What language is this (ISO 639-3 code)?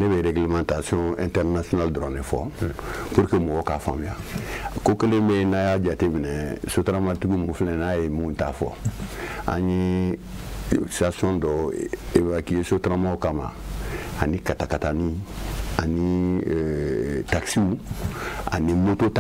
bam